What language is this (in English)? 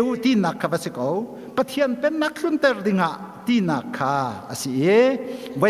Hakha Chin